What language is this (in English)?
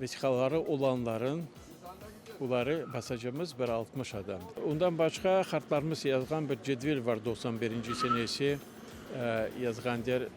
Crimean Tatar